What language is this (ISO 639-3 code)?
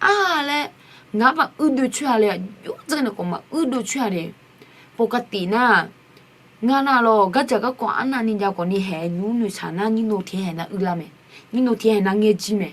ahk